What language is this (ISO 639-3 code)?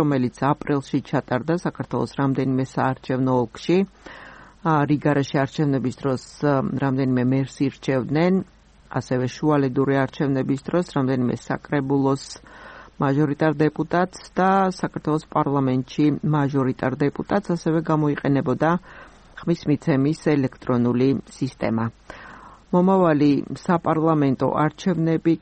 kat